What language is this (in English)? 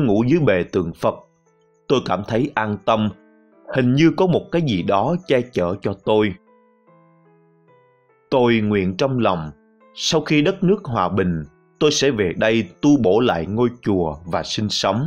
Vietnamese